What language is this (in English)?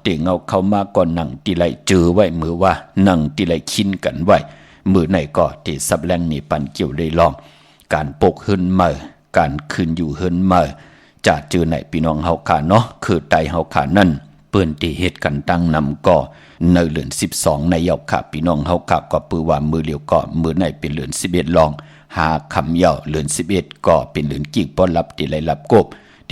Shan